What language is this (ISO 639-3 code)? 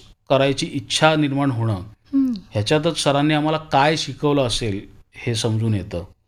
mar